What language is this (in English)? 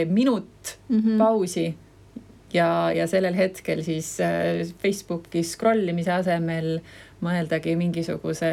Estonian